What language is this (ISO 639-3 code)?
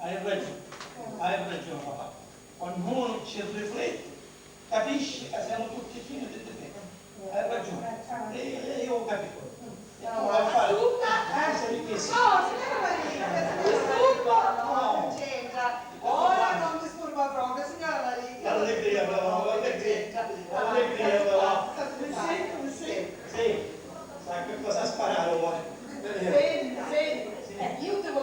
scn